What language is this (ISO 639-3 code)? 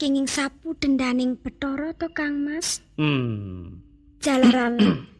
jav